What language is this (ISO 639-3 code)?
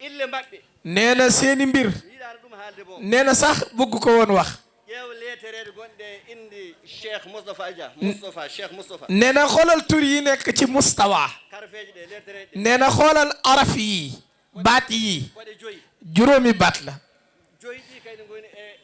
ful